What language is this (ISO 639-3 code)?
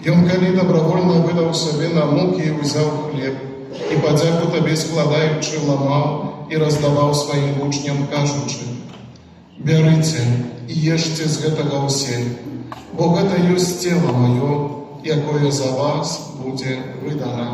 bel